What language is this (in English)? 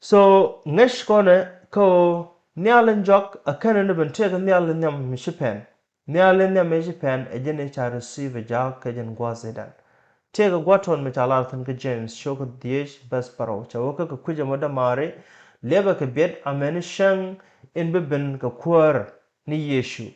Nuer